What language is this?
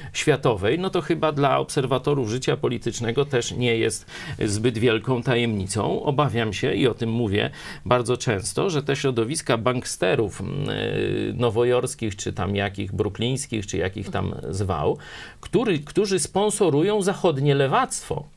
Polish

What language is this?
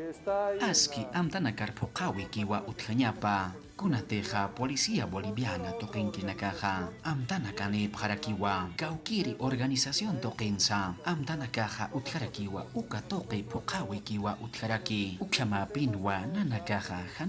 Aymara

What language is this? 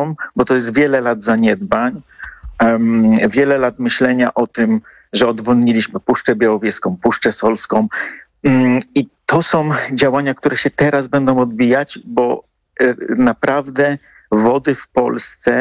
Polish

